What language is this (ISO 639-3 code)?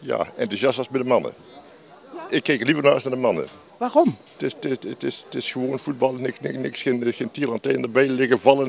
nld